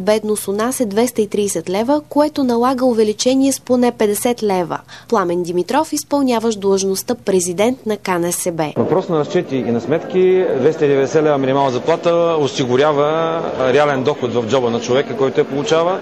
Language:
Bulgarian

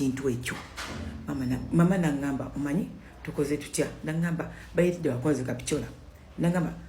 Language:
Ganda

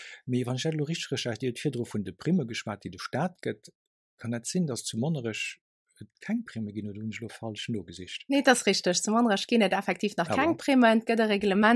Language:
Luxembourgish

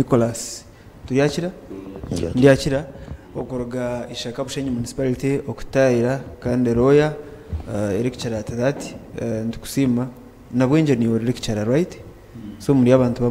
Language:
Nyankole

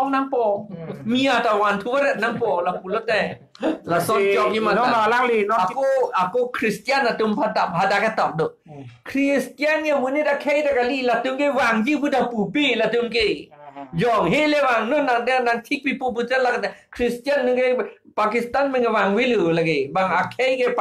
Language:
Karbi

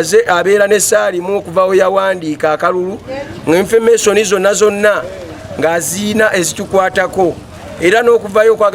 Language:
Ganda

